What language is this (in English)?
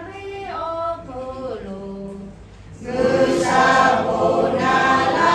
Lahu